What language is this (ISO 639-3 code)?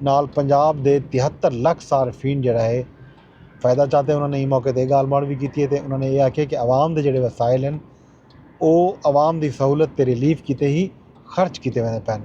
skr